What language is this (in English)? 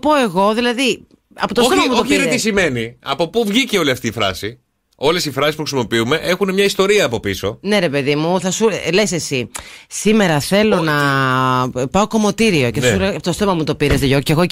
Greek